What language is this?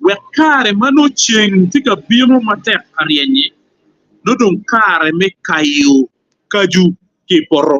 Acoli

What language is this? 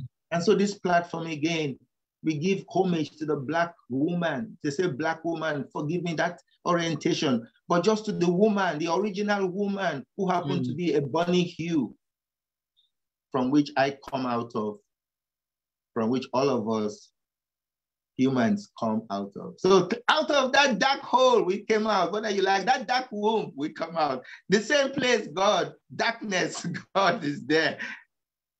English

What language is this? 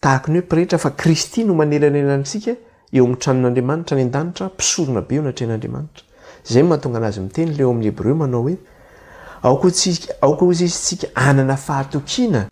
Malagasy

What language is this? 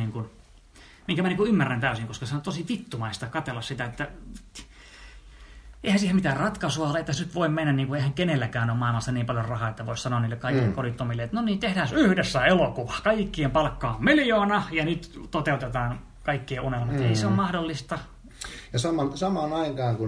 Finnish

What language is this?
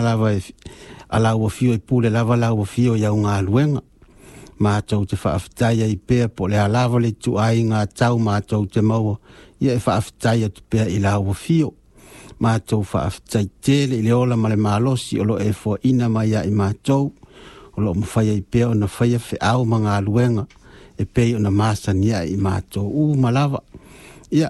Samoan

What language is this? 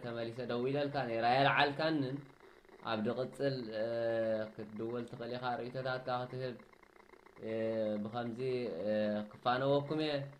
Tigrinya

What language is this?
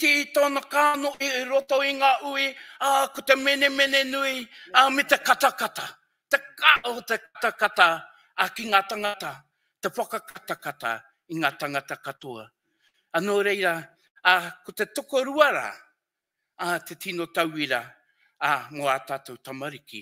Māori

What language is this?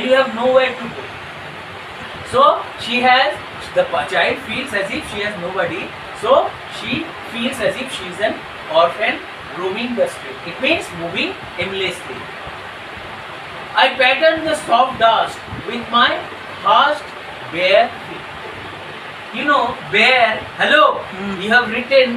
English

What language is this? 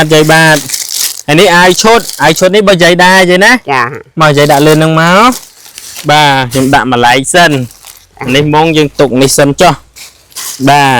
Khmer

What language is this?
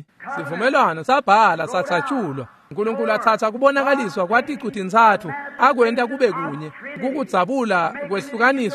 Swati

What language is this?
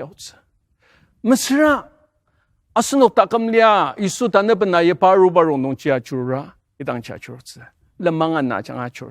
Ao Naga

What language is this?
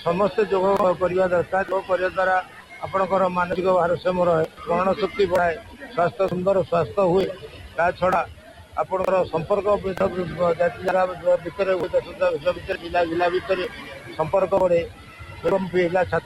Odia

